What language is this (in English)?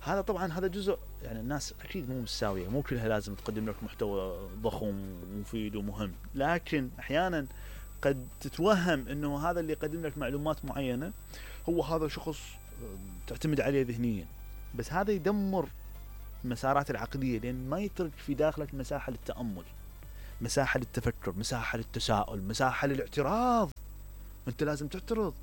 Mesopotamian Arabic